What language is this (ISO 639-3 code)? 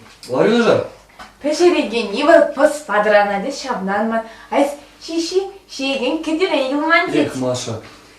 chv